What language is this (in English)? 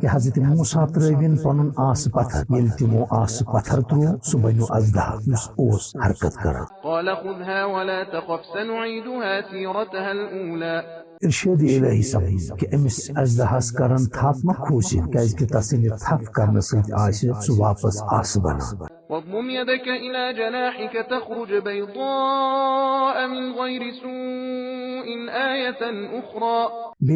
Kashmiri